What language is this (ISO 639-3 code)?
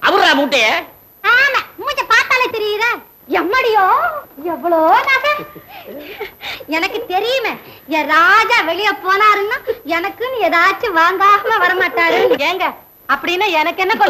tam